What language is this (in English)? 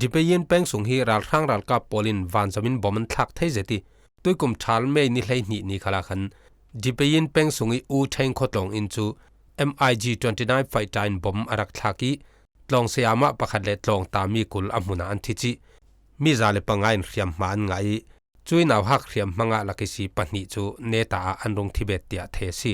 Falam Chin